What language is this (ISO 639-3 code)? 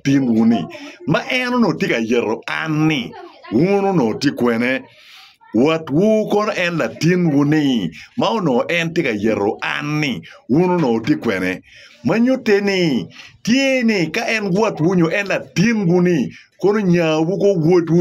ach